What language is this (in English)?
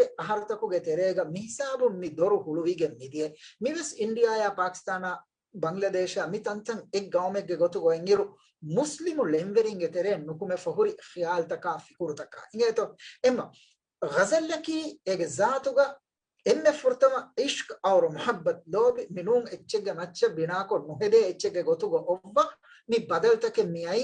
Divehi